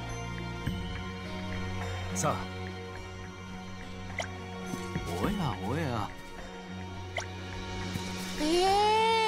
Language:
Japanese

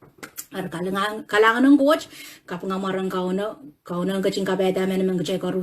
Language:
Pohnpeian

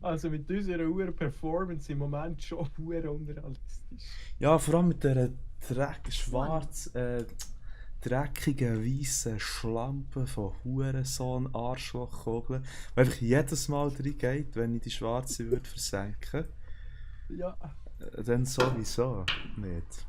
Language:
Swiss German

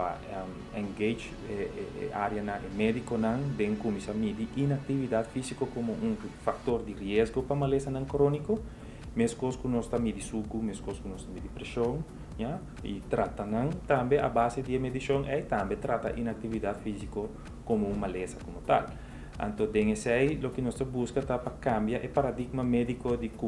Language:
Papiamento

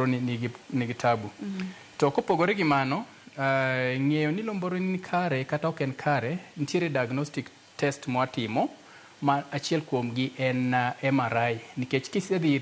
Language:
Luo (Kenya and Tanzania)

